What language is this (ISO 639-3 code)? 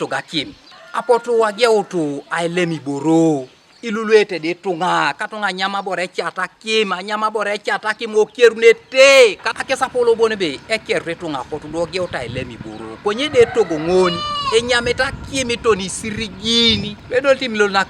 teo